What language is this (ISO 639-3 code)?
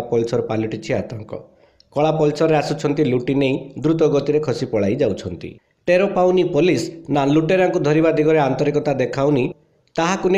ori